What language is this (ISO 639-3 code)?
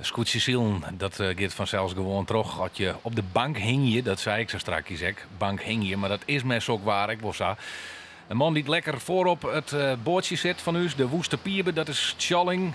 fry